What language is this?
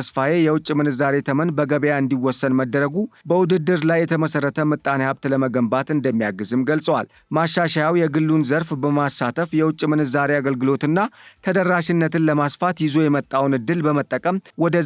Amharic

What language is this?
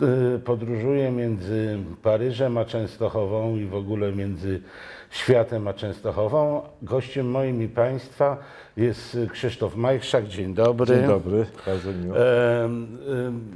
Polish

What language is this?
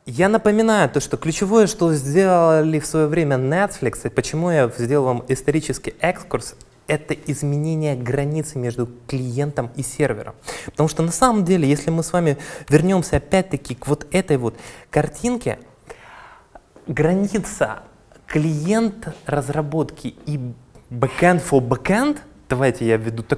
Russian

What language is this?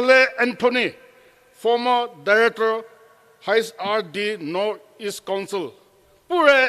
Poumei Naga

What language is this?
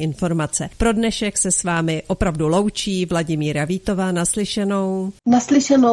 Czech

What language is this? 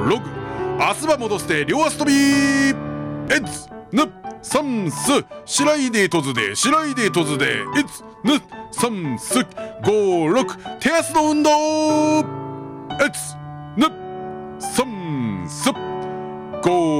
Japanese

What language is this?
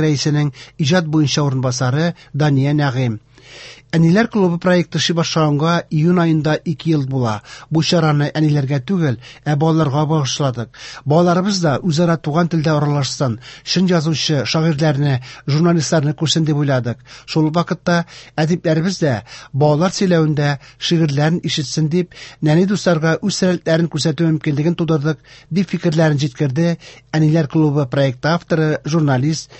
Tatar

